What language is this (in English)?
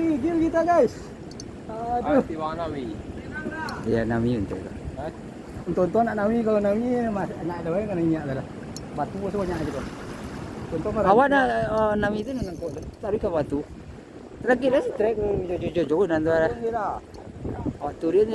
Minangkabau